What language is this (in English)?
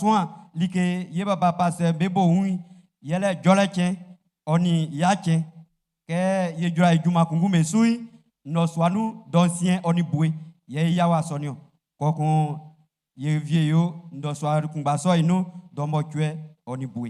Baoulé